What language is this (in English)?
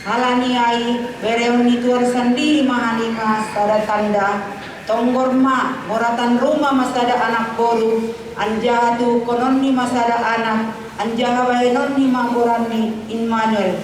Batak Simalungun